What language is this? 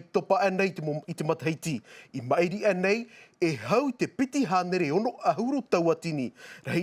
Tahitian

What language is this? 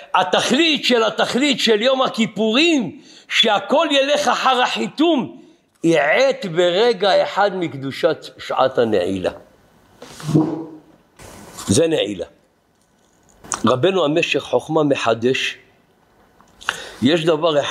Hebrew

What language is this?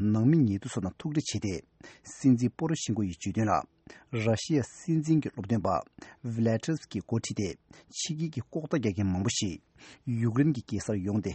Tibetan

